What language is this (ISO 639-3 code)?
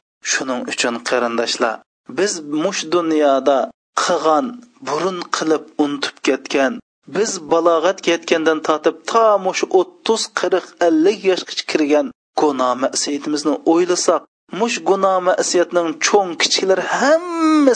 uig